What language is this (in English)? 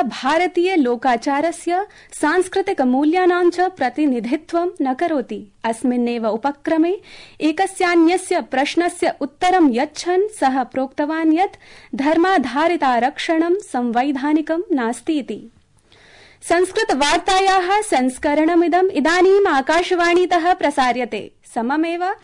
Sanskrit